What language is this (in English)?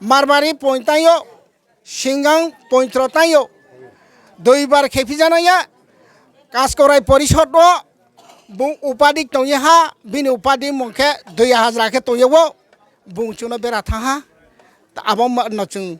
Riang (India)